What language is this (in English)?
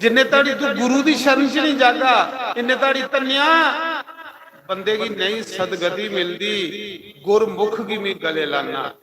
Dogri